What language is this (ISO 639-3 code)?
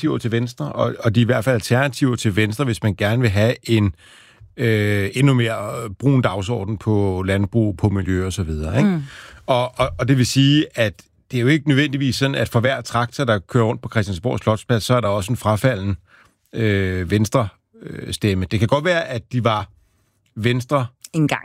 dan